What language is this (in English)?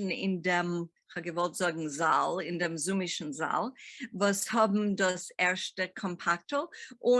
Yiddish